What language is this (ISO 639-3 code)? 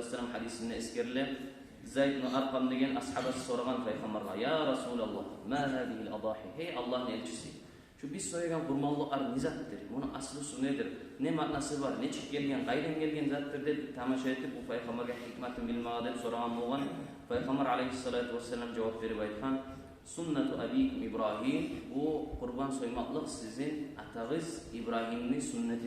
kum